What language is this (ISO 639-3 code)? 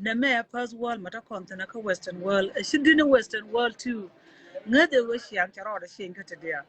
nus